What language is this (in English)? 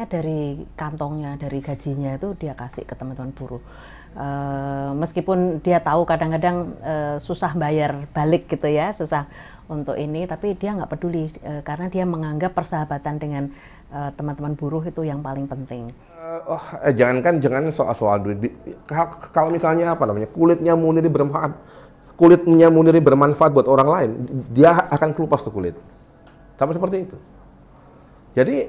Indonesian